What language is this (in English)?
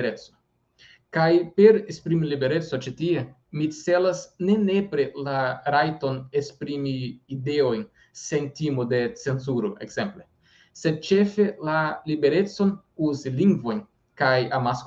Esperanto